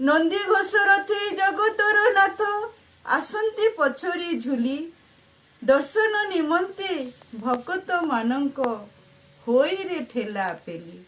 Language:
Odia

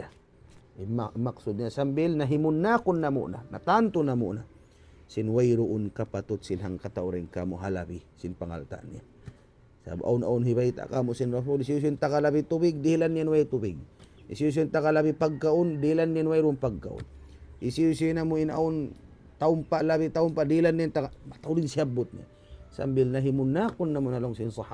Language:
Tausug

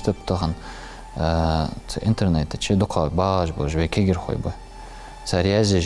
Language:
Ingush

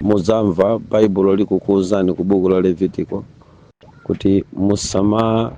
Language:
Nyanja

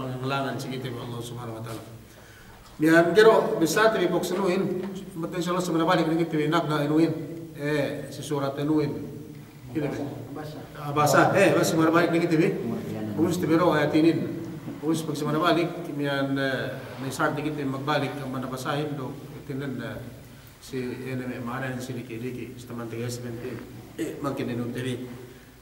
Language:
Yakan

